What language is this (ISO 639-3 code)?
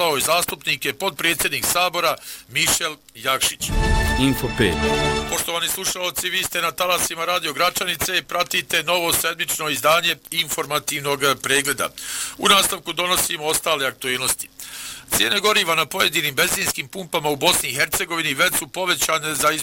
bos